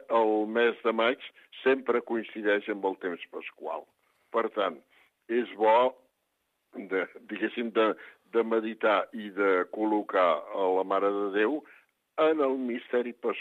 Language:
Catalan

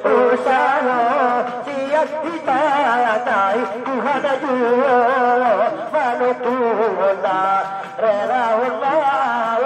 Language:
Batak Angkola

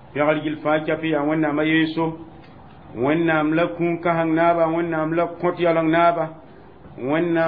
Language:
Mossi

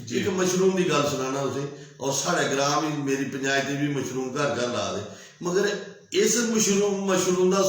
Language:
Dogri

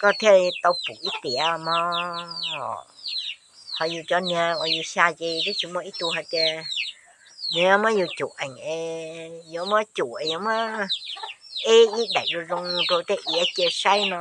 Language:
Hmong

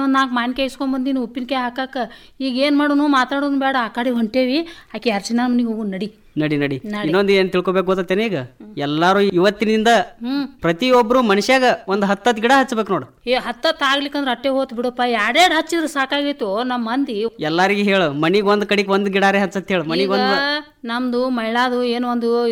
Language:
Kannada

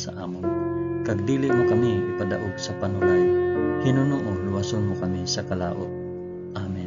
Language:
Hiligaynon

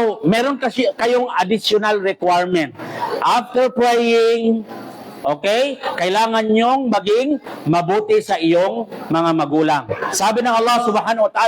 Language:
Maranao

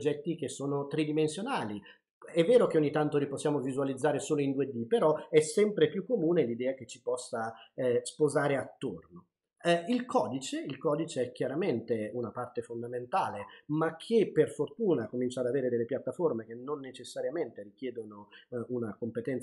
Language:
Italian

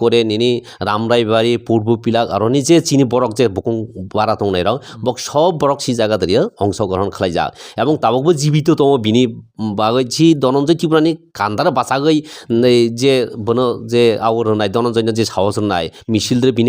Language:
Kok Borok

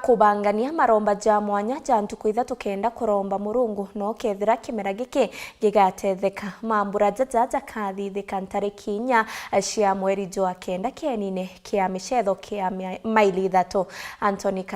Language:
Meru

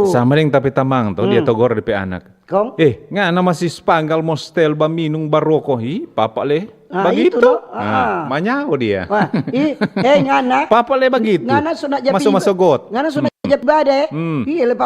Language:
Manado Malay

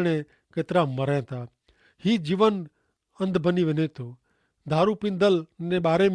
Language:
Kachhi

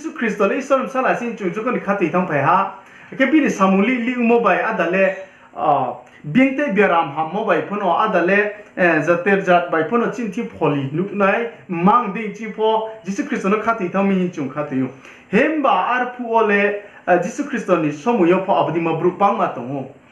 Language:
Riang (India)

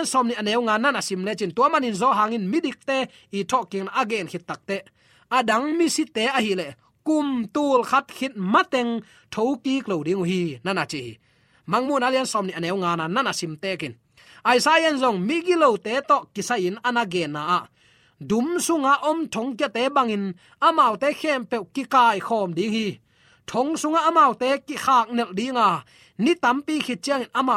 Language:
Tedim Chin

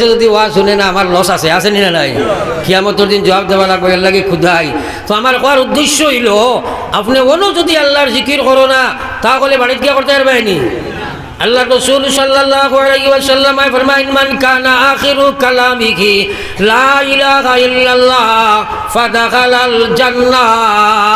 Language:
Sylheti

